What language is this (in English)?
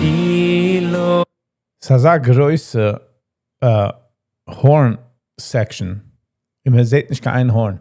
Yiddish